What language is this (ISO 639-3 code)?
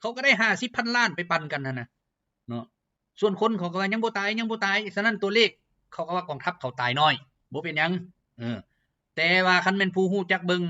lao